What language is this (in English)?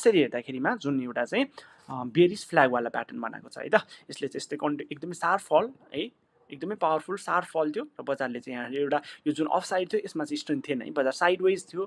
Nepali